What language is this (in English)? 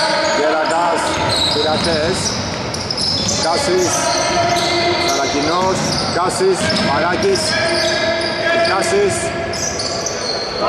Greek